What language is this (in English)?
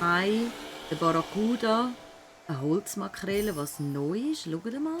Swiss German